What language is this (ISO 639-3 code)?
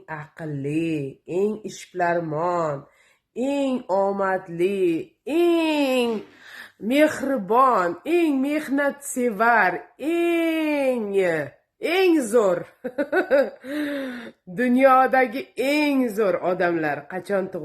uzb